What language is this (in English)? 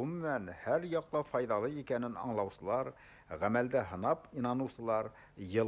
Bashkir